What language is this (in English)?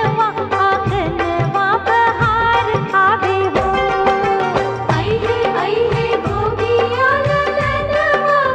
Bhojpuri